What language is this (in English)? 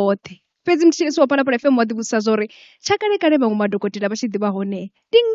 Venda